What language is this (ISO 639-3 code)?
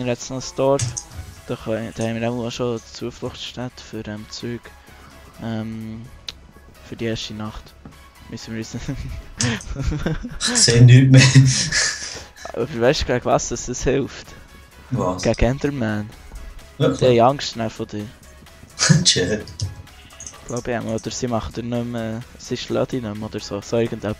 gsw